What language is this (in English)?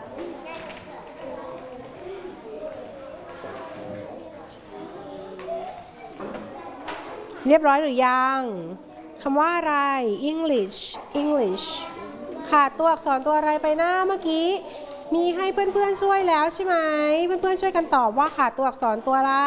Thai